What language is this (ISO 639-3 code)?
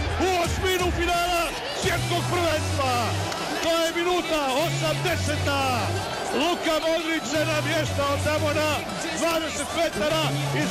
hrv